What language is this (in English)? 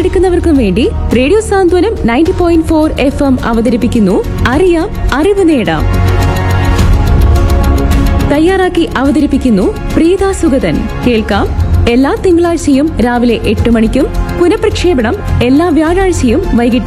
Malayalam